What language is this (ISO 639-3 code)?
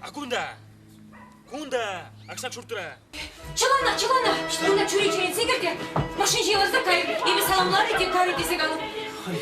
chv